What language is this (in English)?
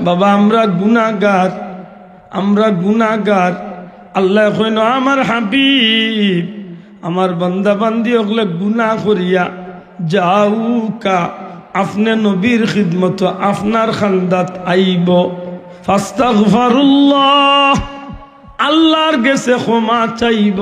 Sylheti